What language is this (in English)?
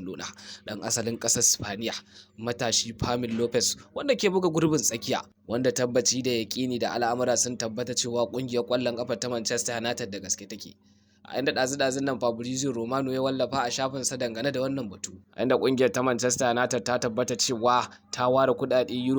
Hausa